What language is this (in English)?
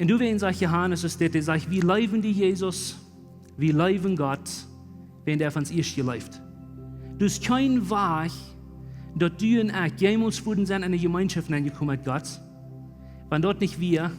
Plautdietsch